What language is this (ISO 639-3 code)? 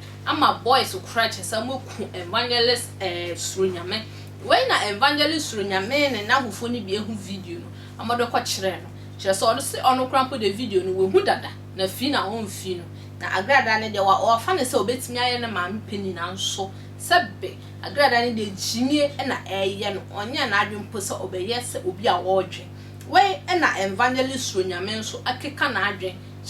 aka